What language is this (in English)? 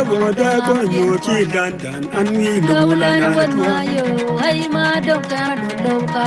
Acoli